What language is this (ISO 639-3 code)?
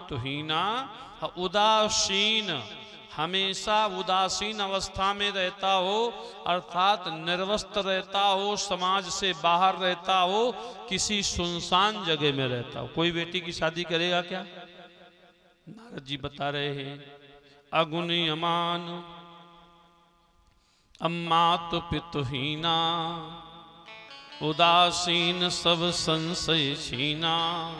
hin